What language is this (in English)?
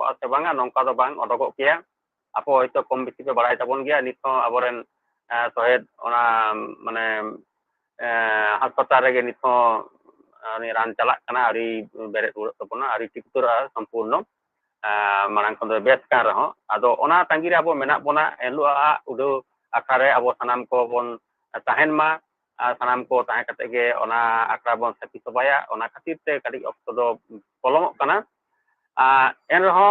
Santali